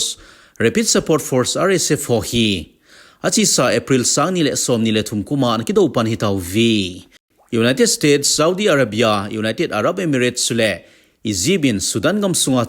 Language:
Thado Chin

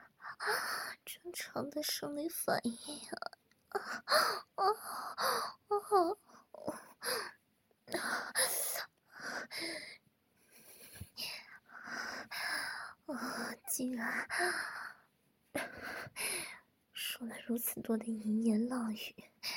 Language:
Chinese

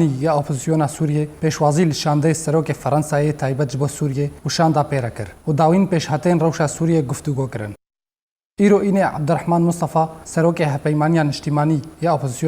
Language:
Kurdish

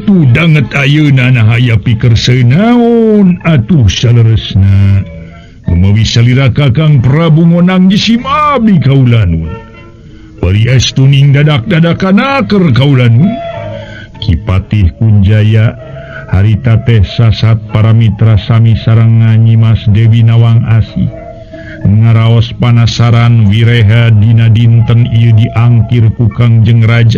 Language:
Sundanese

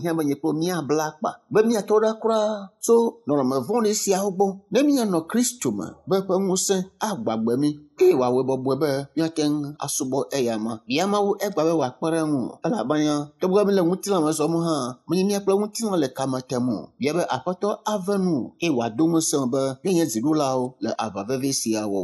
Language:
Ewe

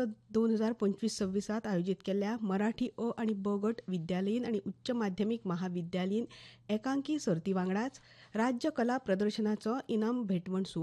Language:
Konkani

